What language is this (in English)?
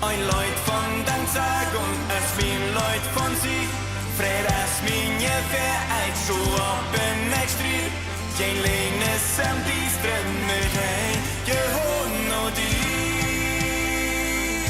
Plautdietsch